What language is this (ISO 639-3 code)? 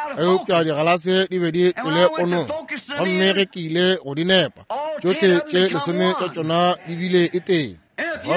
nso